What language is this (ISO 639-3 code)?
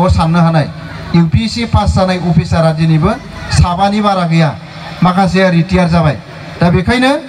brx